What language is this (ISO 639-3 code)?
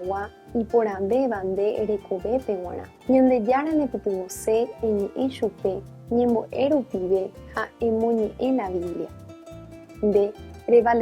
grn